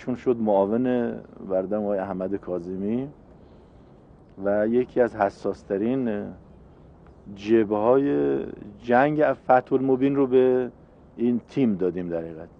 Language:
Persian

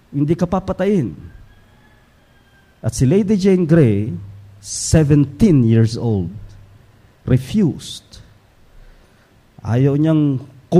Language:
Filipino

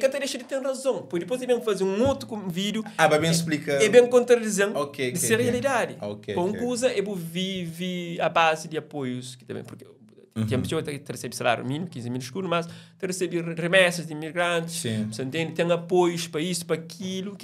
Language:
Kabuverdianu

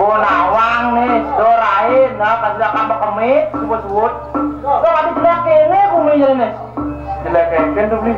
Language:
Balinese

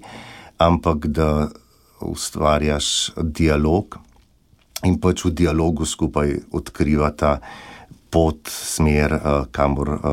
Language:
Slovenian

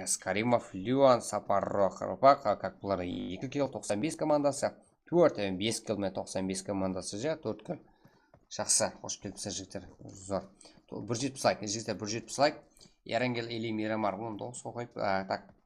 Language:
Kara-Kalpak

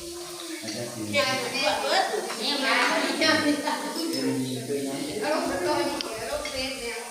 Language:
Lao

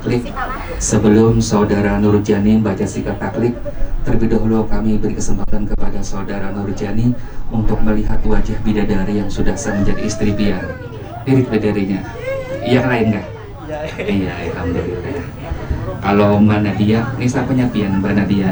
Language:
Banjar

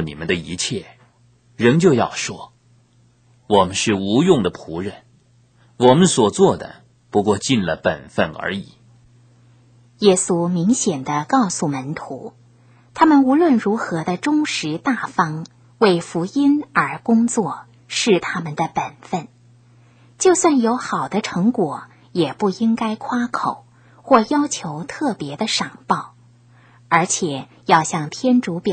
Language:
Chinese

